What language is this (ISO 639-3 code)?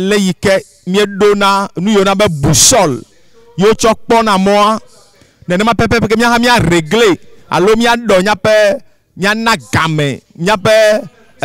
ewe